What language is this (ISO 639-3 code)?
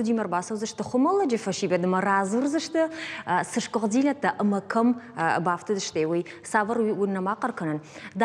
oss